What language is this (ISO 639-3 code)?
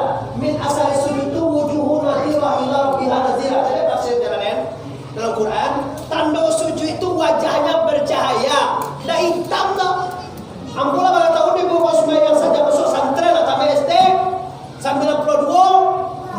min